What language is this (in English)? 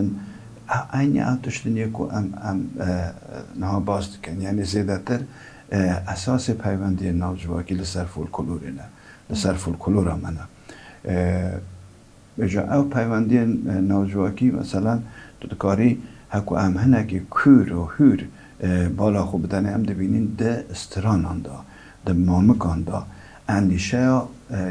Kurdish